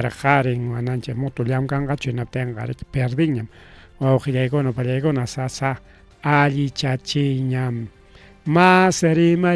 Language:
Ayacucho Quechua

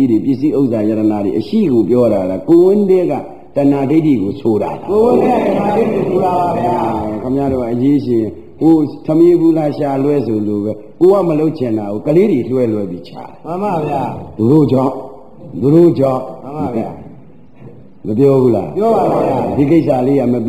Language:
Burmese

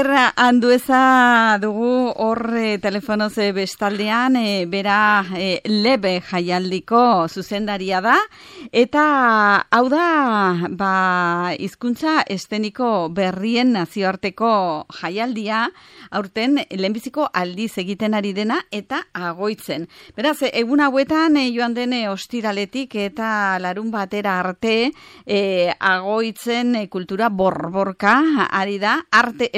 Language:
Basque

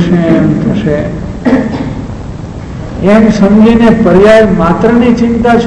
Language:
Gujarati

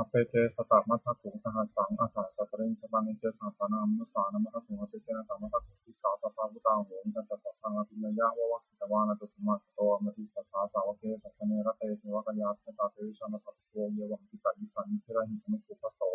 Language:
Pali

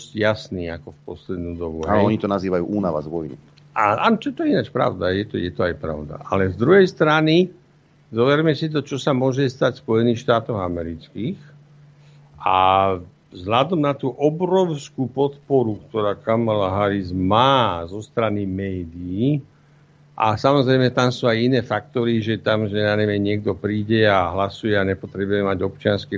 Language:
Slovak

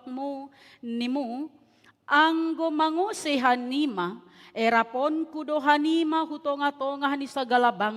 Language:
Batak Simalungun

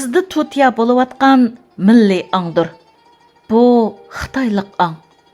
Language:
Uyghur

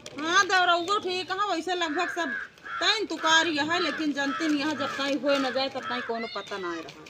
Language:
Awadhi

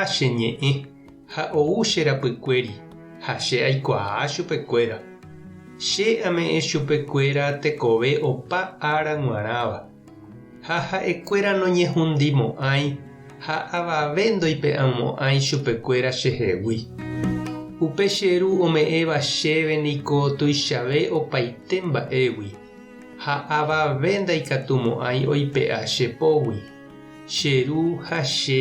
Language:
Guarani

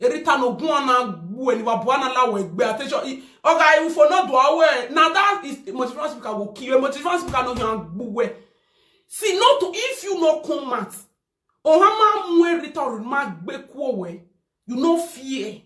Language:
Nigerian Pidgin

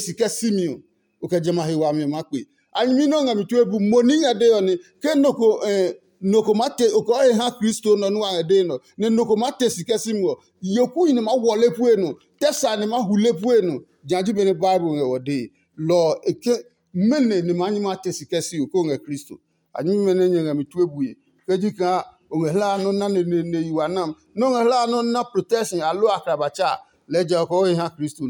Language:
Adangme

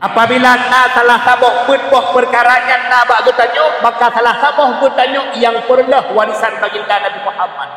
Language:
Achinese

